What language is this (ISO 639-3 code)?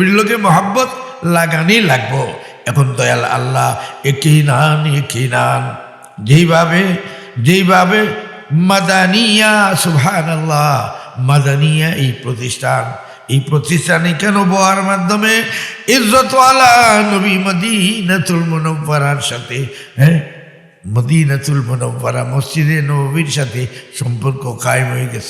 syl